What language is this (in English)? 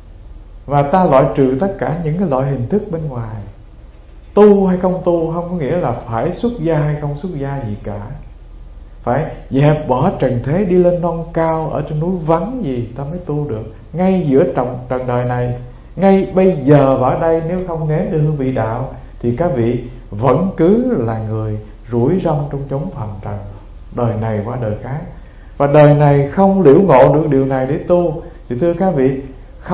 Vietnamese